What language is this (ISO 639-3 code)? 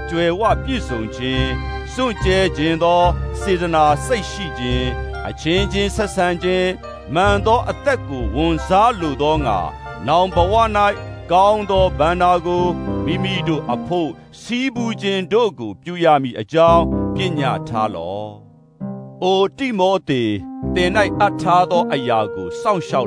mya